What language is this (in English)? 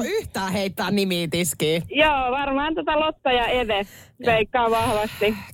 Finnish